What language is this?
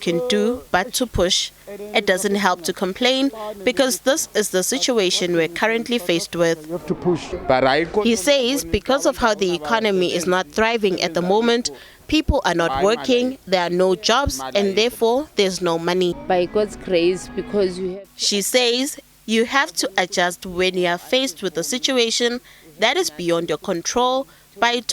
Venda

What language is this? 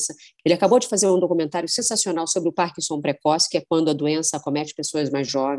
Portuguese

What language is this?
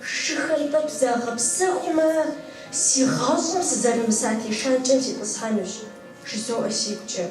Kabardian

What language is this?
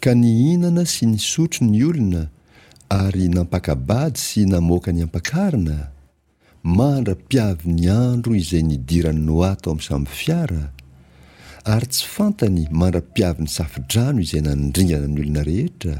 Malagasy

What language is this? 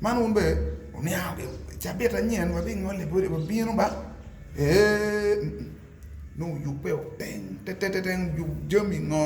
Acoli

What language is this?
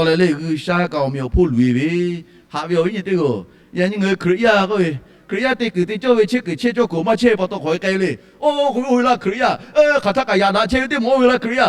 Lahu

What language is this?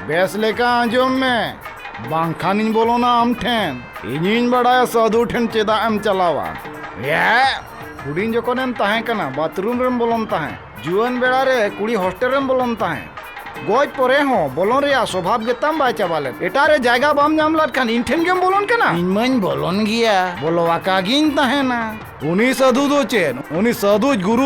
Santali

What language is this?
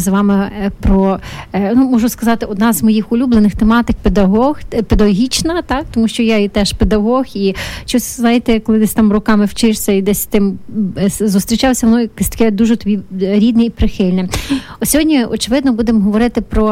Ukrainian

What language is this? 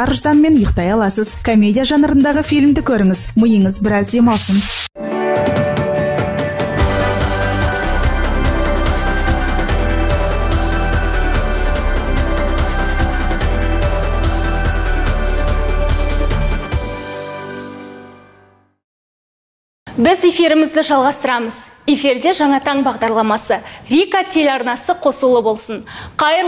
Kazakh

